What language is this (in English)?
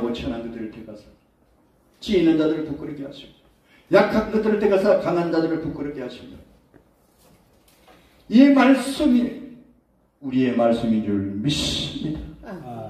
Korean